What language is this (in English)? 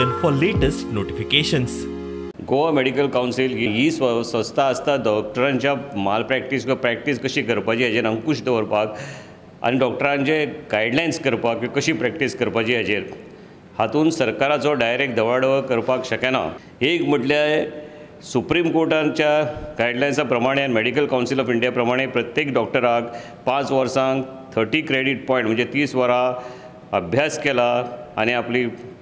Konkani